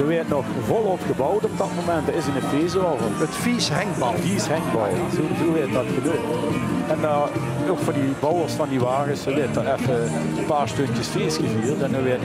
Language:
Limburgish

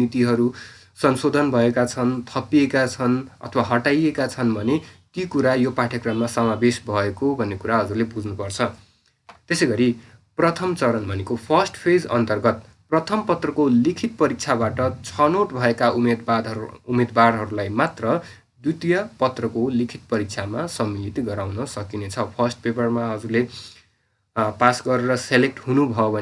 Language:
Nepali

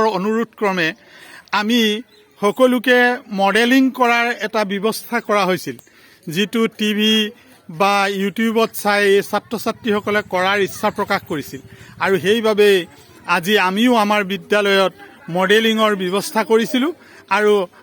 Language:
Assamese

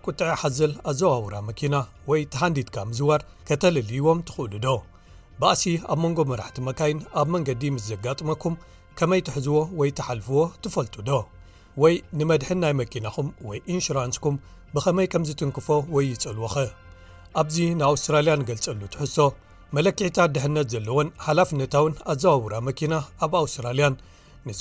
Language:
Tigrinya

